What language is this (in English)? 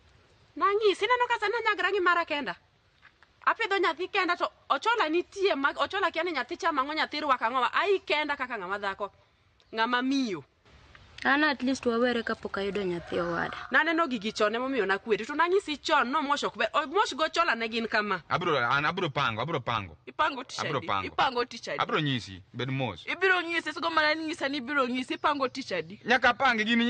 Luo (Kenya and Tanzania)